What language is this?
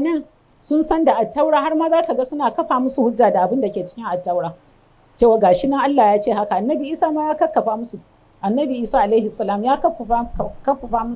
Hausa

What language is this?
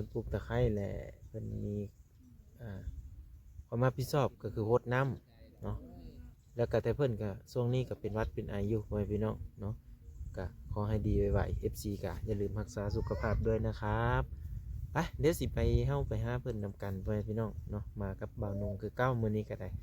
Lao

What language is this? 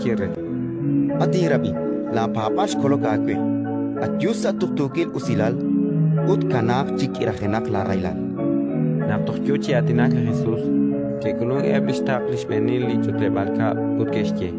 Kekchí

